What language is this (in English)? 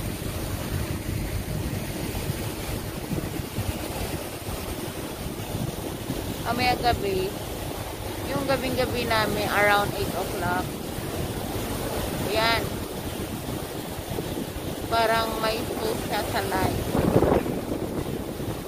Filipino